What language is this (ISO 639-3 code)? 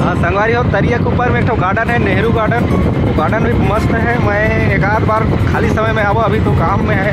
hne